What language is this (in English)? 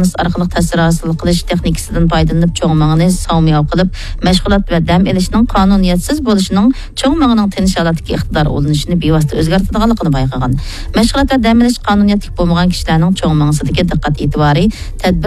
Uyghur